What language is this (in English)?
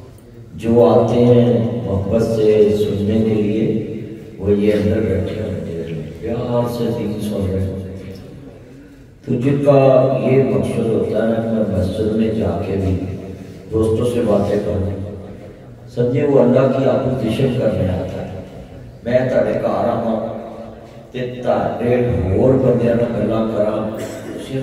Urdu